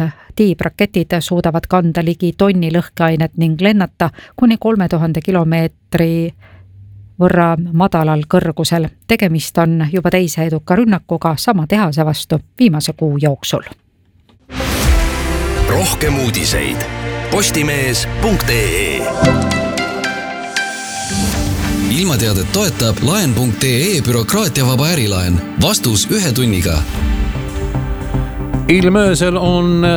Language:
Estonian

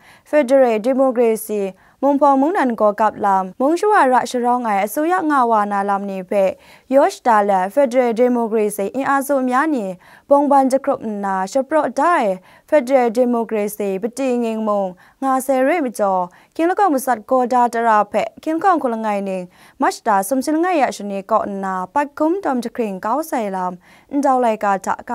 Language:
Kachin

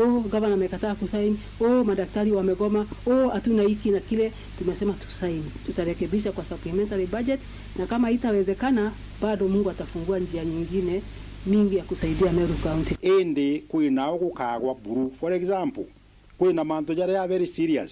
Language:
Meru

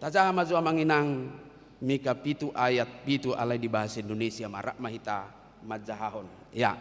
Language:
Batak Toba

